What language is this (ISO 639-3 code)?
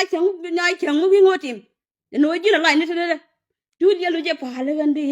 nus